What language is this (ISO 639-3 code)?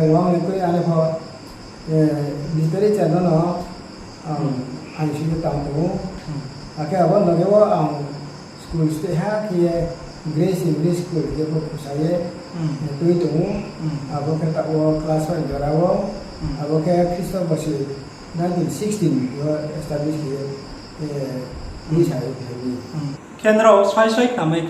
ria